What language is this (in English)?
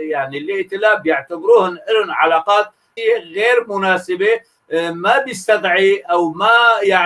North Levantine Arabic